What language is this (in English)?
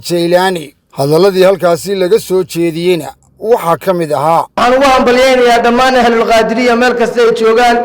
Somali